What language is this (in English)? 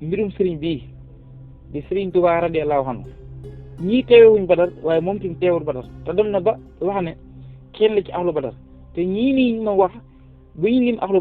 Wolof